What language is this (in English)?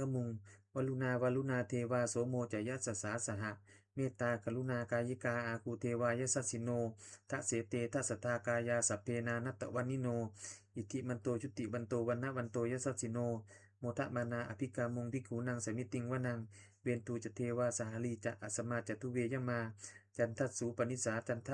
Pali